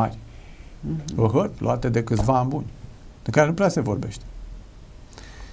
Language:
Romanian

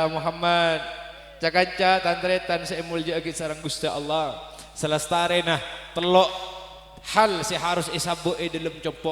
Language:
Madurese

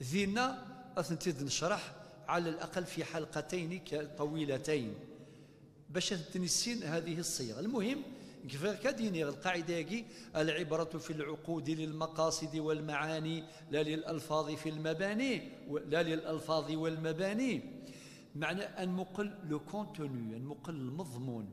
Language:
Kabyle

